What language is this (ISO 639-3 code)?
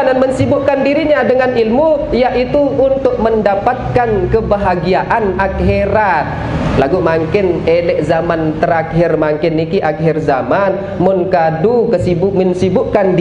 sas